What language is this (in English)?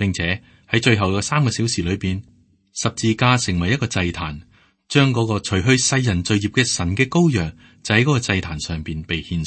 Cantonese